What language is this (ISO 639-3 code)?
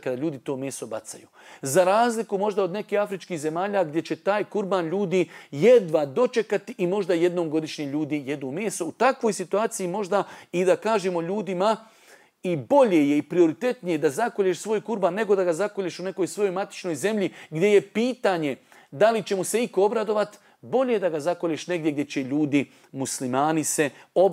bos